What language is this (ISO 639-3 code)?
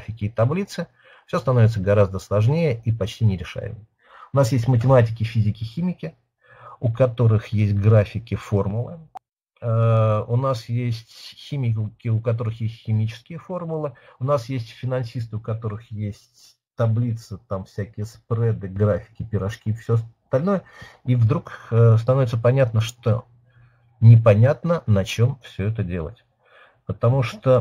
rus